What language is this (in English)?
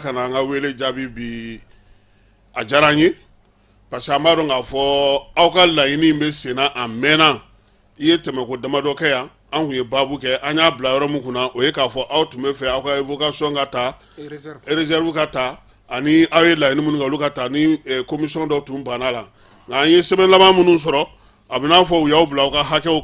Bambara